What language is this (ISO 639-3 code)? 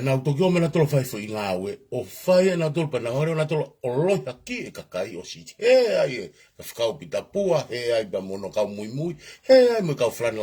ton